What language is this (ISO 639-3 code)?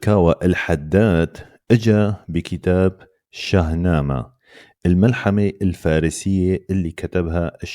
apc